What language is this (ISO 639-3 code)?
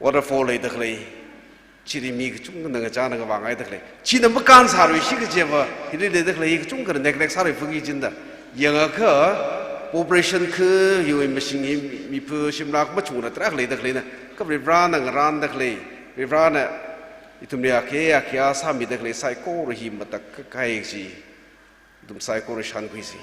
nmf